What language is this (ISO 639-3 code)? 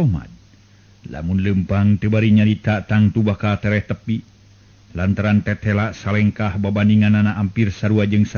sun